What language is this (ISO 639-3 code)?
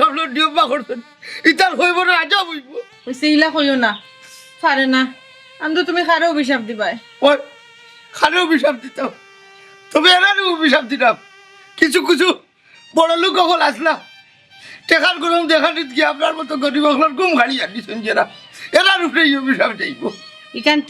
syl